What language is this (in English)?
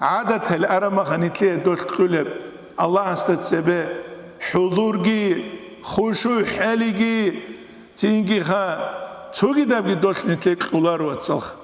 Avaric